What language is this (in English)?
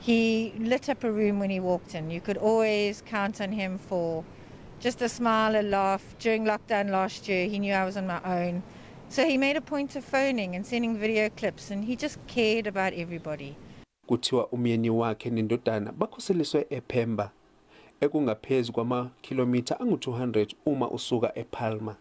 Zulu